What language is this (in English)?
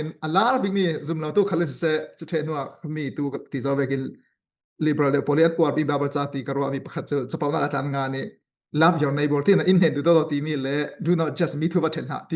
Falam Chin